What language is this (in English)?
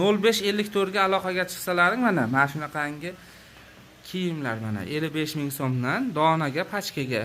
Uzbek